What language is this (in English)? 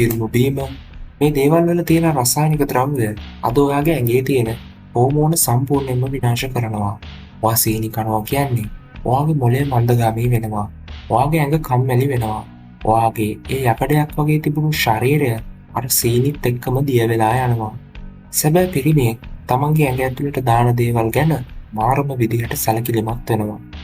Sinhala